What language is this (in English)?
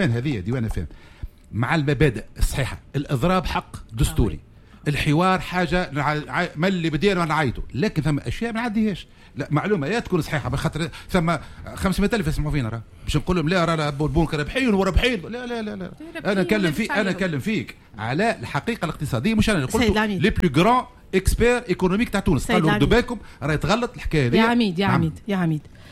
Tunisian Arabic